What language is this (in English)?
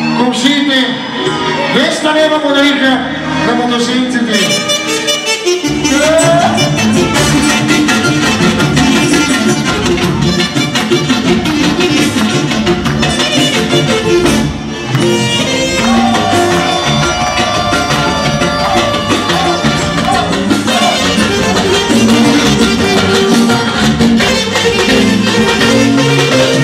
Bulgarian